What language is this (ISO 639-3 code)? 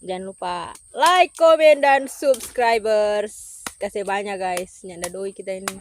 xmm